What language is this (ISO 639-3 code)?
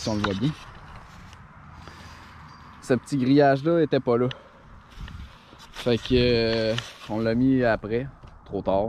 fra